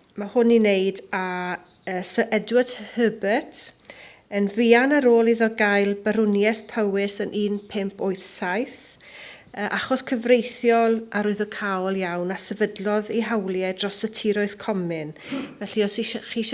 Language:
Welsh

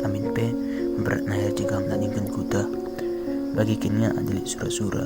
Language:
Batak Karo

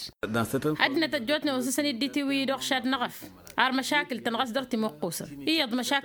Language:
Tamasheq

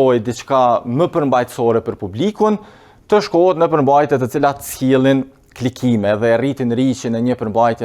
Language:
Albanian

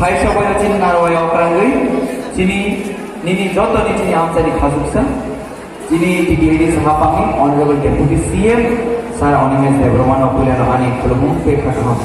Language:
Kok Borok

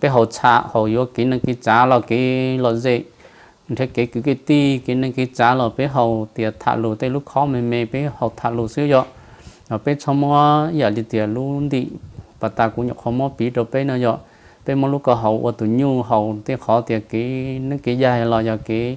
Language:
Hmong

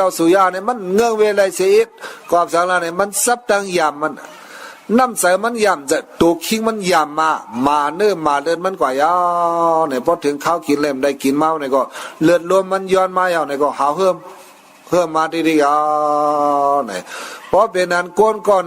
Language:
Shan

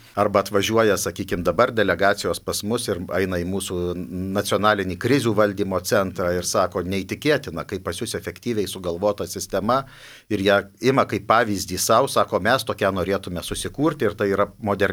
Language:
Lithuanian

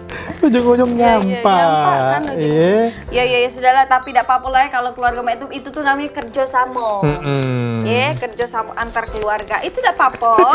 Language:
Musi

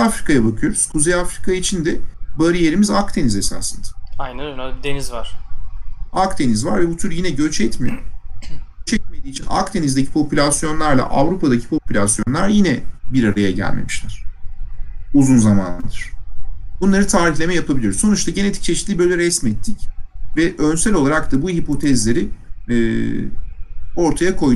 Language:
Turkish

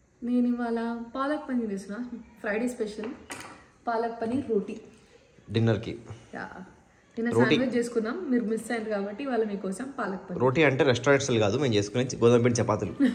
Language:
Telugu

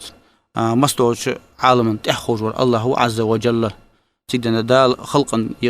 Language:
Ingush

